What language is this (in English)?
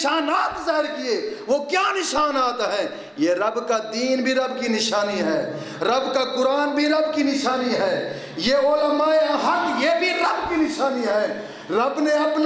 Urdu